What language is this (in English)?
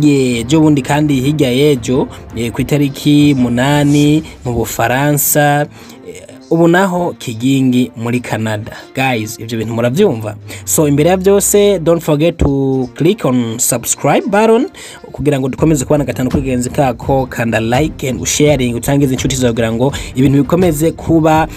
Rundi